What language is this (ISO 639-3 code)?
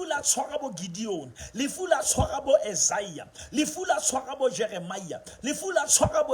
sot